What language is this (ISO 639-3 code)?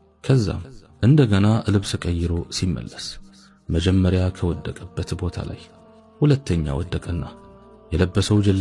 amh